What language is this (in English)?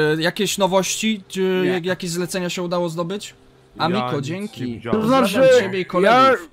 Polish